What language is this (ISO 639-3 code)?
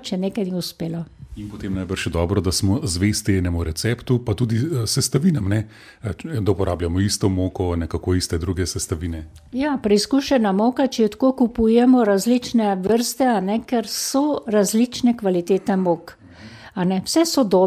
slv